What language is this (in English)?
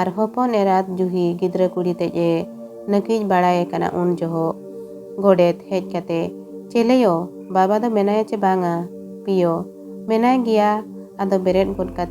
Santali